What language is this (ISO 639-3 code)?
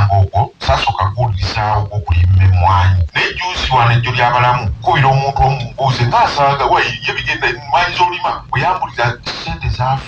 lug